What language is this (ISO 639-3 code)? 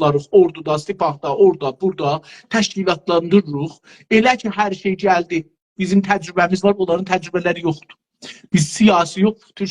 azb